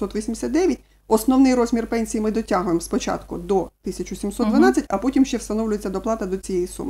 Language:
Ukrainian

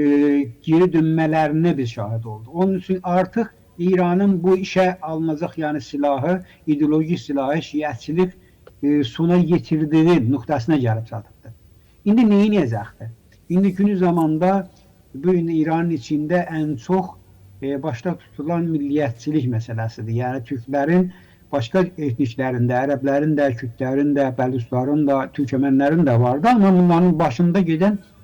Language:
Azerbaijani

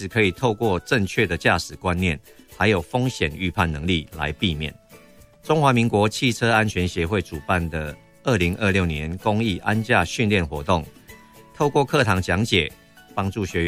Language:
Chinese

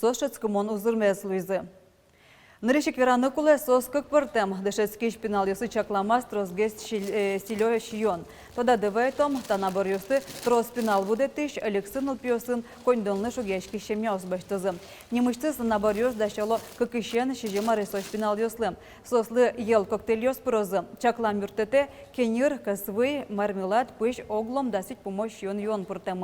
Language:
Udmurt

